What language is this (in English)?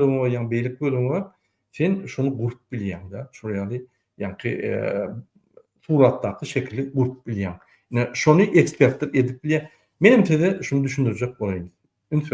Turkmen